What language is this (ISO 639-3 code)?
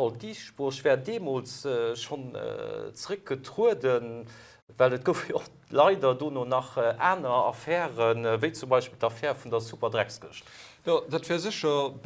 ltz